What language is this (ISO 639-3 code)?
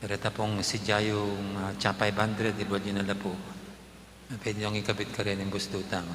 pam